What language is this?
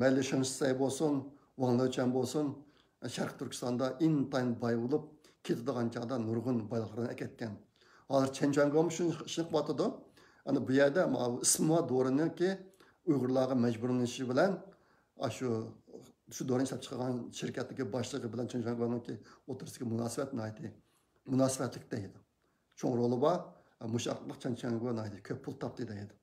Uyghur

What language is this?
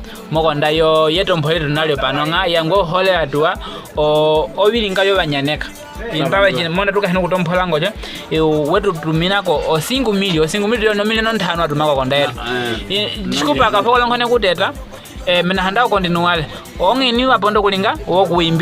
Nyaneka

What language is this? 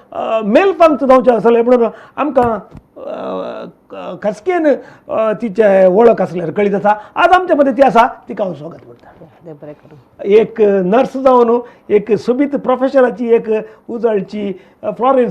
Konkani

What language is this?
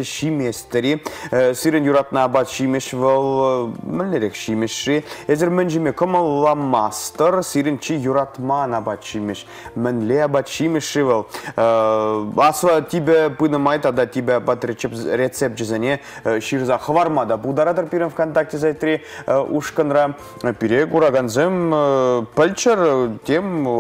Chuvash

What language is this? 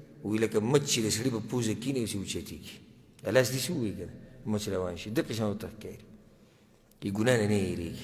Pashto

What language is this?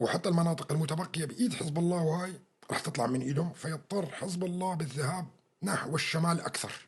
North Levantine Arabic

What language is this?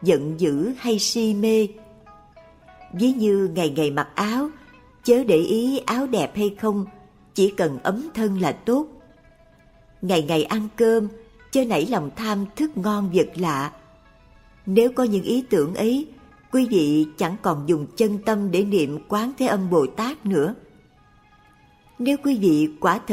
Vietnamese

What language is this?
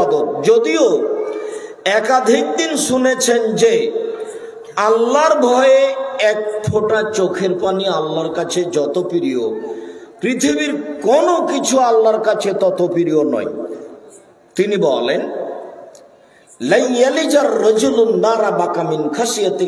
Bangla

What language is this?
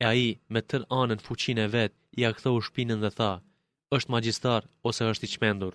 Albanian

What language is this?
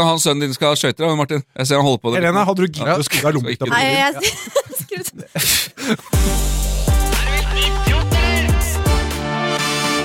Norwegian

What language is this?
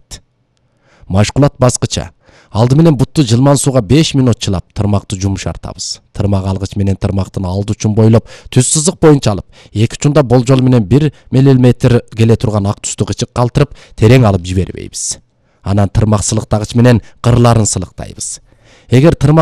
Kyrgyz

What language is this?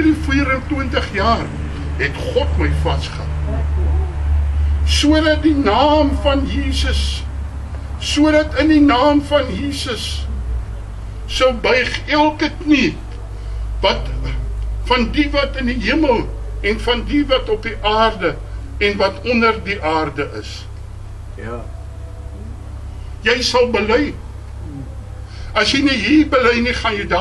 Afrikaans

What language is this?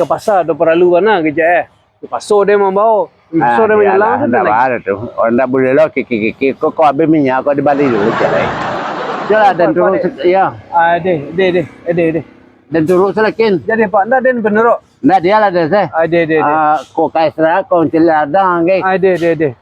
Minangkabau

